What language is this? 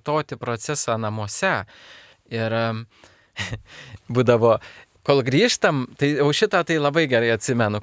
Lithuanian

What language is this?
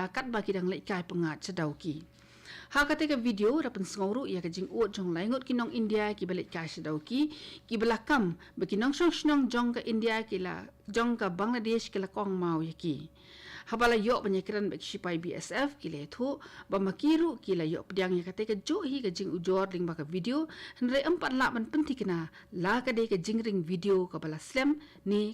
Khasi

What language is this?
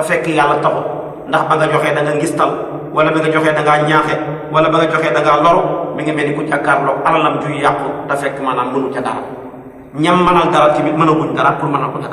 Wolof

